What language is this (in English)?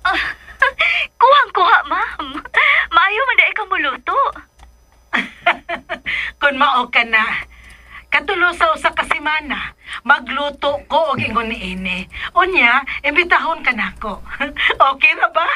Cebuano